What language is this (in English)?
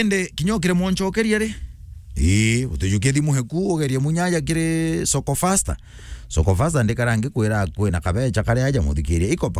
Meru